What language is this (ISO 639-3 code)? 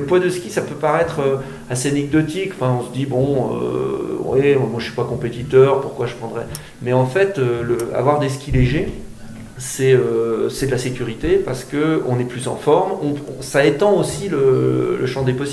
fra